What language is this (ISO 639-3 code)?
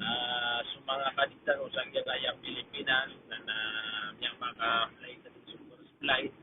mrw